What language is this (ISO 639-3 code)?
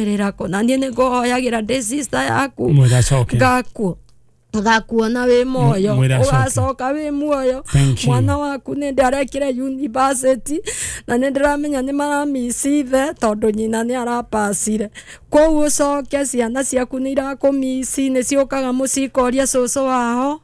kik